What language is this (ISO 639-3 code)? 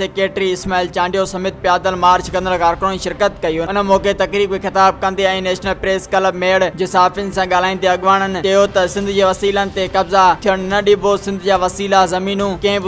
snd